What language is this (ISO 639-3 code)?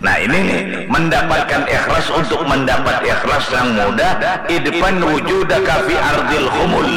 bjn